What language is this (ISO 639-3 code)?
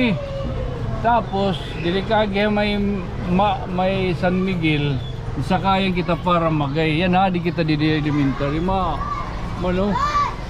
war